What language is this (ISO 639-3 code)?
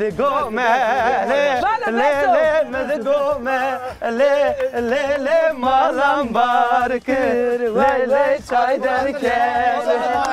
zza